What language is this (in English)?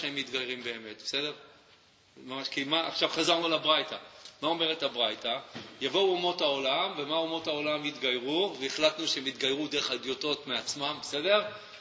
Hebrew